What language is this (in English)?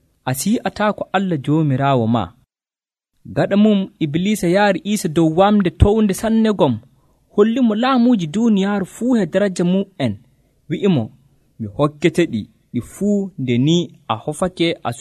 Nigerian Fulfulde